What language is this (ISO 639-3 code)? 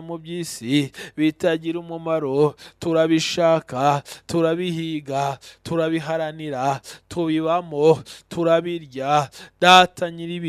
kin